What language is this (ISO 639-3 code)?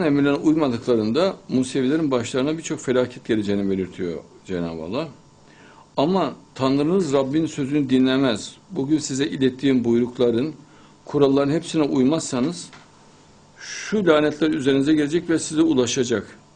tur